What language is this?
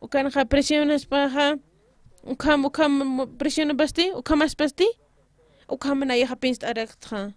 Aymara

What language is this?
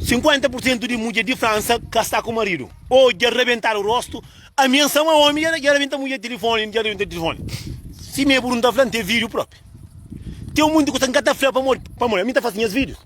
Kabuverdianu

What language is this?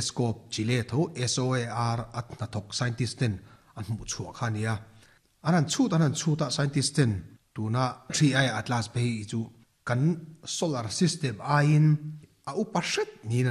Mizo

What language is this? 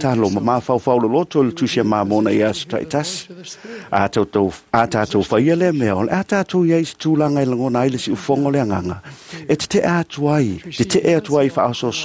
Samoan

